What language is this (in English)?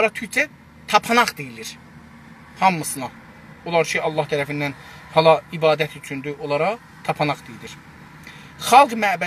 South Azerbaijani